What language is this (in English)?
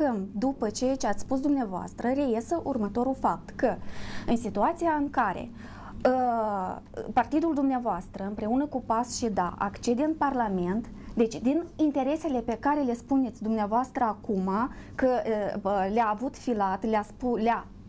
Romanian